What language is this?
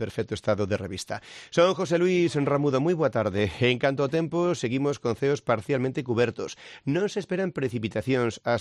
Galician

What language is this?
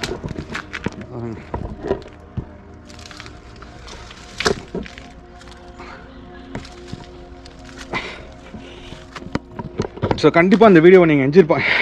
Tamil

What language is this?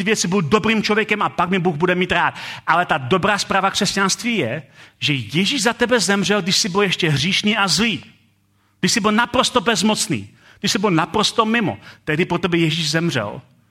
Czech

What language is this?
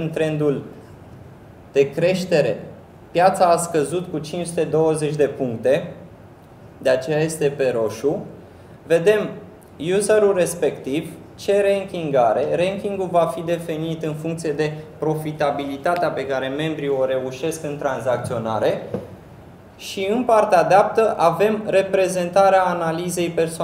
Romanian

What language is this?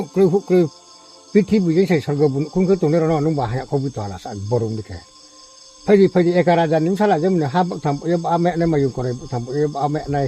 Riang (India)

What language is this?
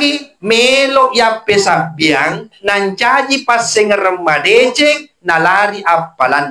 Buginese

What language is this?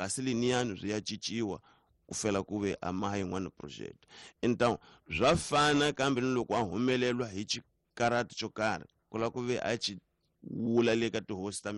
Tsonga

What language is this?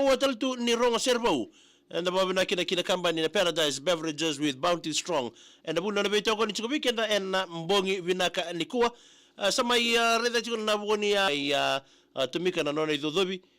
Fijian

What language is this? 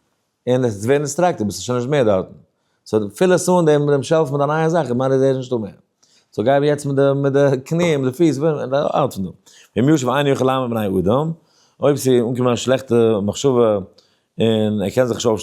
Yiddish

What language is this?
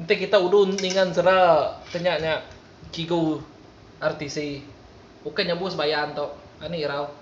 Iban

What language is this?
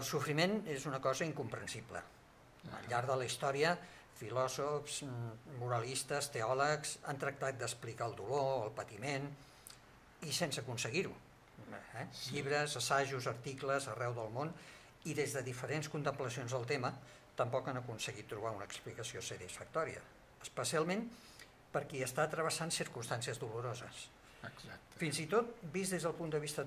Catalan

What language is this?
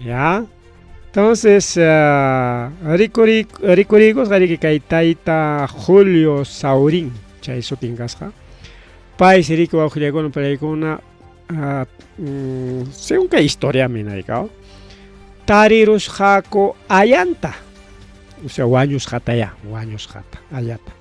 Ayacucho Quechua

